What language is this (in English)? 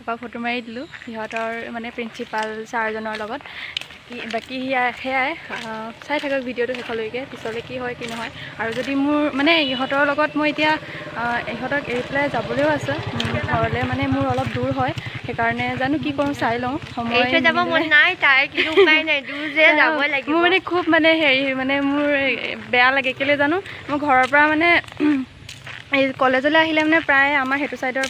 Assamese